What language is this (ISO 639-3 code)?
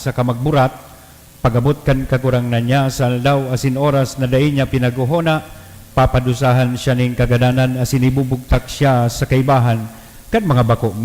bik